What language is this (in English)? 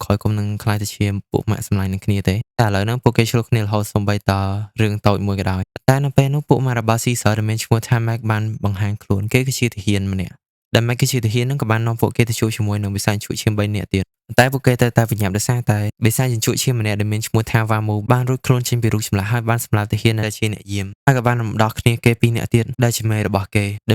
Khmer